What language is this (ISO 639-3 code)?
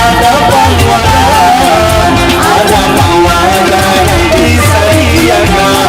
bjn